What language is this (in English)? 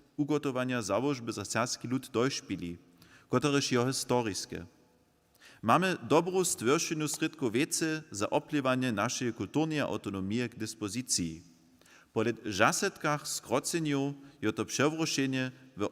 Upper Sorbian